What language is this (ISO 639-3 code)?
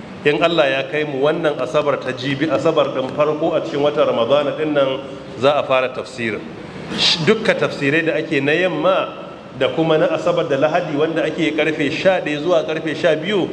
hau